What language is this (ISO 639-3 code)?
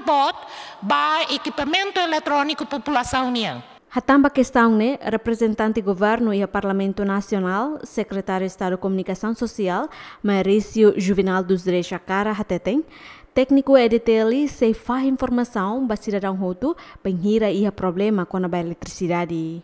tet